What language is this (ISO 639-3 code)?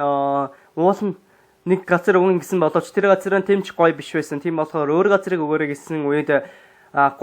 mon